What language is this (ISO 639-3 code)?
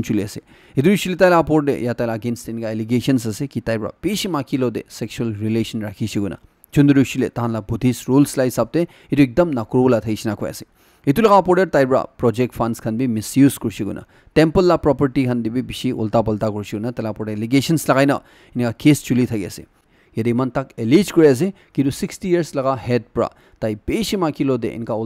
nag